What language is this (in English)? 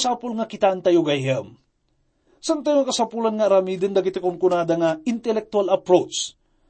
Iloko